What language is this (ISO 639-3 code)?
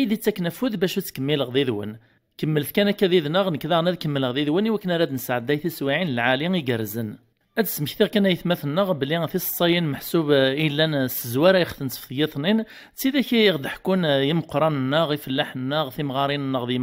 kab